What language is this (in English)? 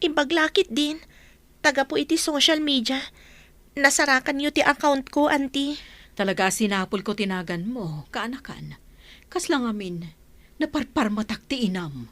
Iloko